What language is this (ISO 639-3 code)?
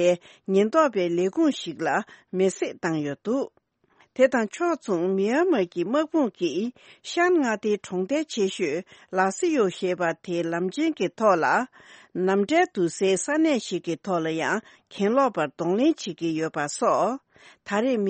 bod